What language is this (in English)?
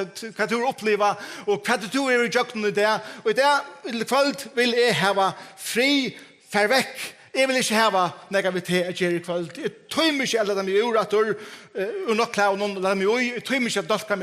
Faroese